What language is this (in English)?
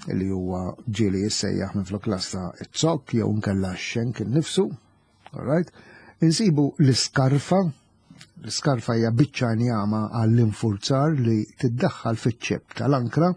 Maltese